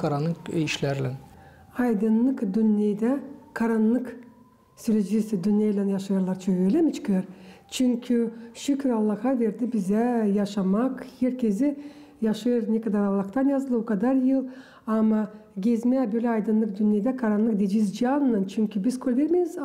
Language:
Gagauz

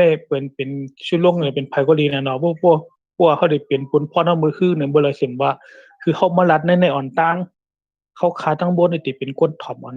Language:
Shan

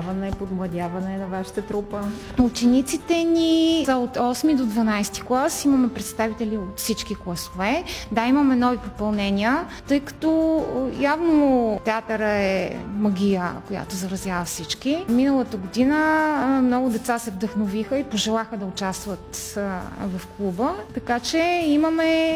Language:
Bulgarian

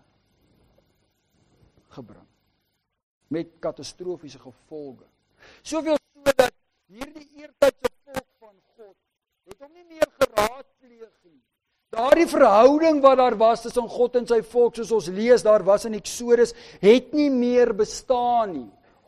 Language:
Afrikaans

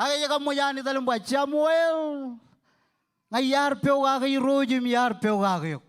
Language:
Marshallese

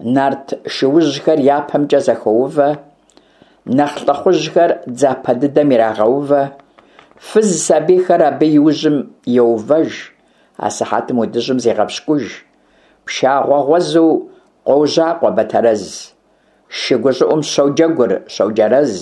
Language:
Kabardian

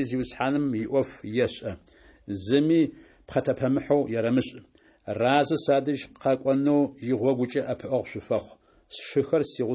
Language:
Adyghe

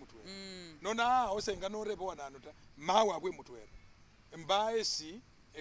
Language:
Masaaba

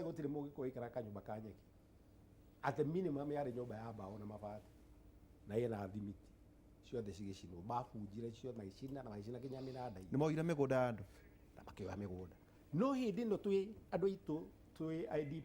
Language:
Kikuyu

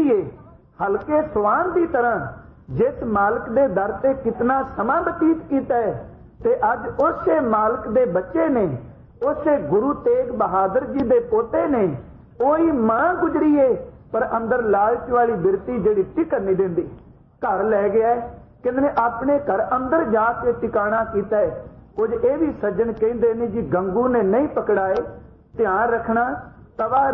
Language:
Punjabi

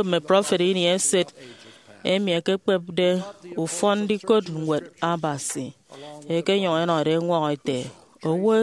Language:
Efik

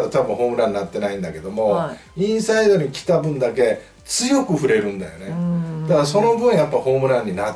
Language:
Japanese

